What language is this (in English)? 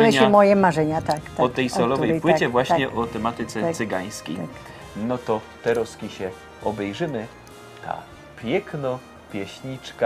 Silesian